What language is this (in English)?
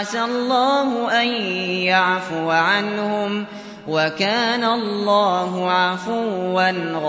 Arabic